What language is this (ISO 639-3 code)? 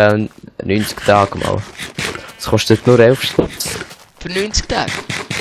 gsw